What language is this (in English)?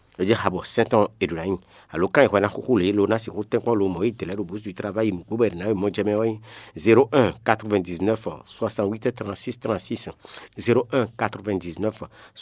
Fon